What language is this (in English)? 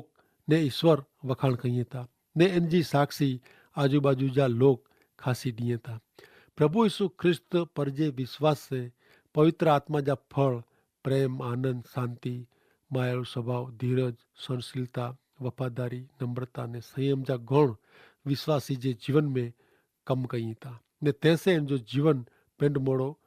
Kachhi